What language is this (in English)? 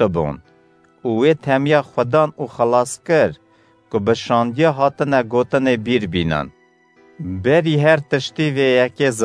Kurdish